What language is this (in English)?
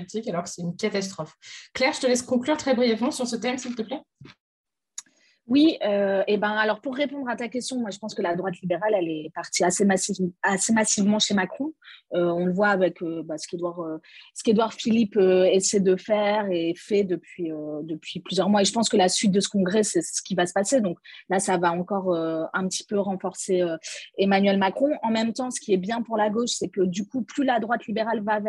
French